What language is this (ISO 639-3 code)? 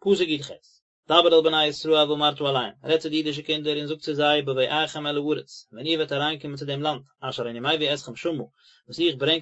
yid